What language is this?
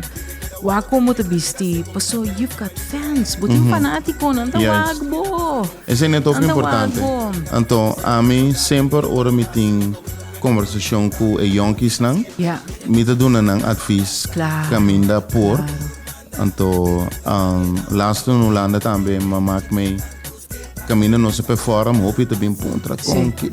Papiamento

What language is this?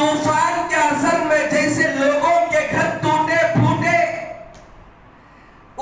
Hindi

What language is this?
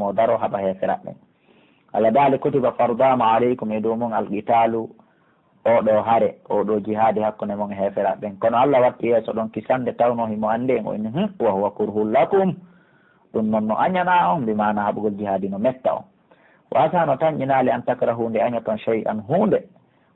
Pular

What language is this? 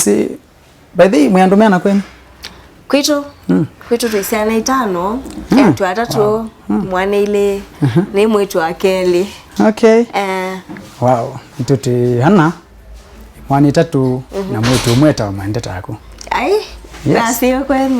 Kamba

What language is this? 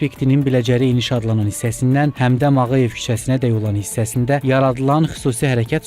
Azerbaijani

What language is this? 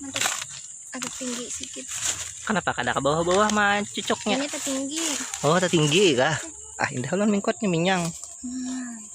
Banjar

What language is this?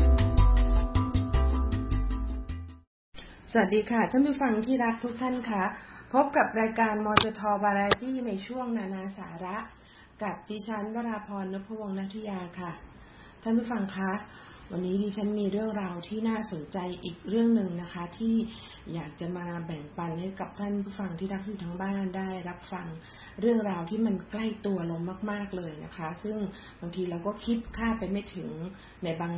Thai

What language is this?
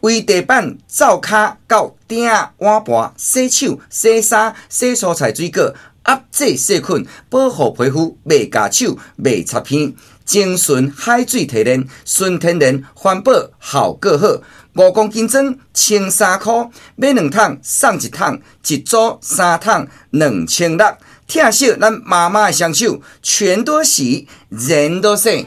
Min Nan Chinese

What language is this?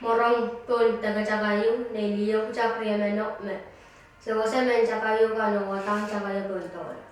Pohnpeian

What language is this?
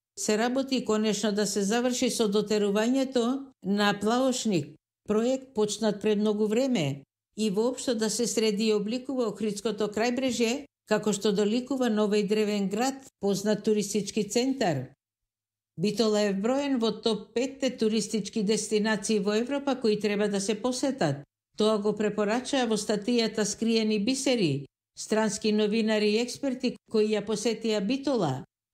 Macedonian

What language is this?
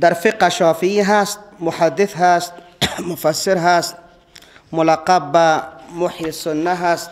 Persian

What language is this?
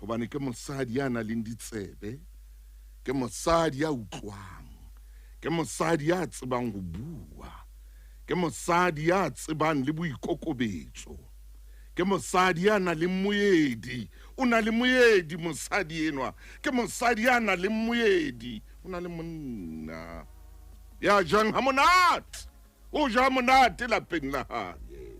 Southern Sotho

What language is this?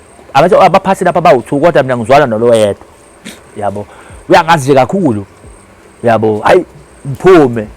Zulu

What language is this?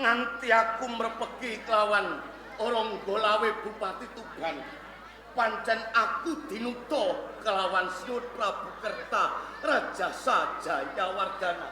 Javanese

